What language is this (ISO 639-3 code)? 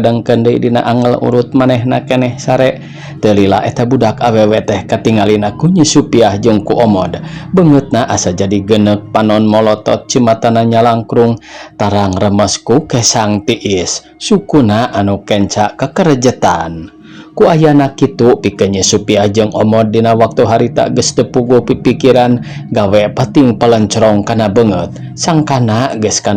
sun